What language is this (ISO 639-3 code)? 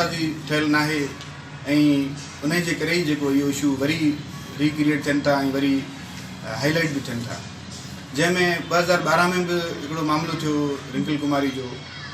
snd